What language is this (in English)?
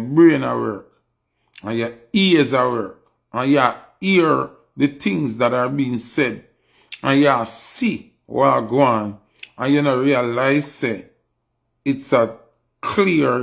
Jamaican Creole English